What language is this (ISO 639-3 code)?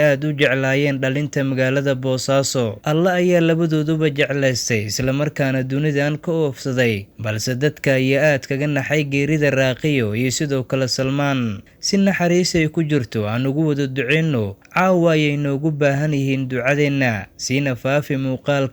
som